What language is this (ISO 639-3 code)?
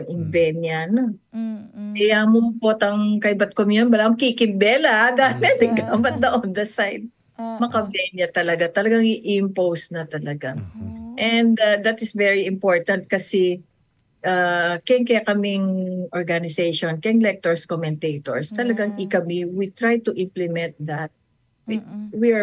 pam